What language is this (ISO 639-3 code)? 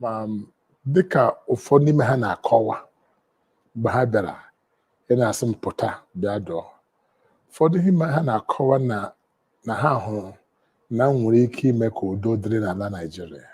ibo